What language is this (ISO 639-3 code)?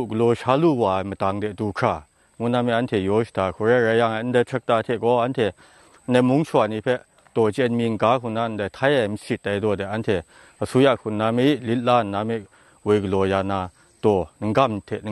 kac